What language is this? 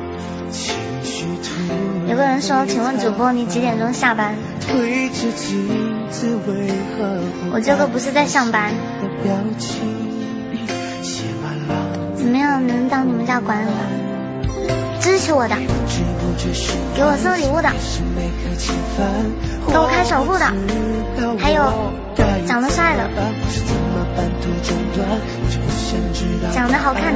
Chinese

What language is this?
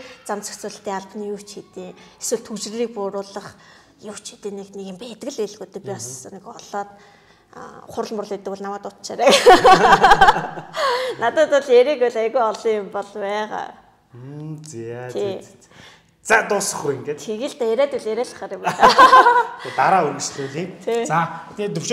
Mongolian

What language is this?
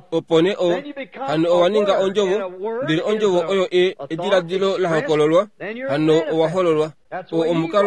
Kuanyama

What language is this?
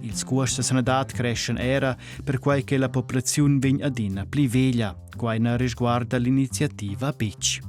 Romansh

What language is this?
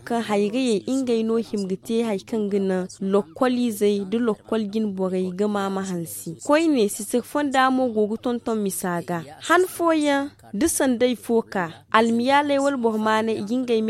Zarma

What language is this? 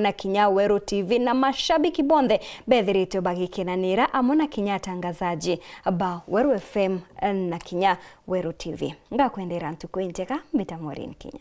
Meru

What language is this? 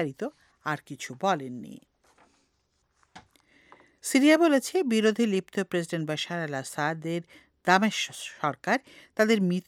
Bangla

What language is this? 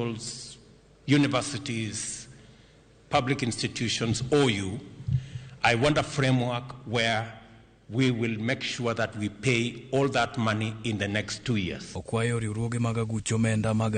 Luo (Kenya and Tanzania)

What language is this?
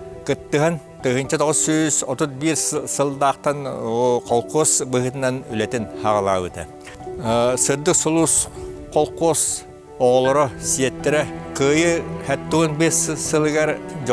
Yakut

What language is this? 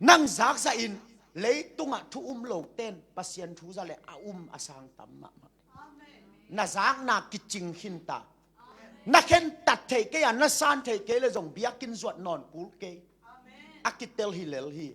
Tedim Chin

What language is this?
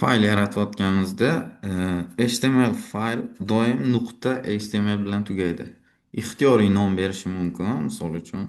Uzbek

